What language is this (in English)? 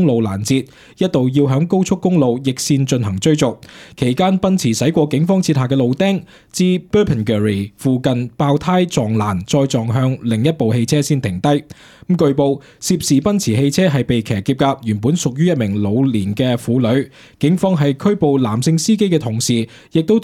Cantonese